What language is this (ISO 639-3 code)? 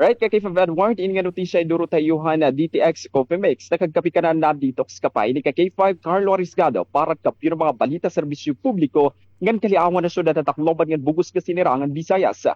war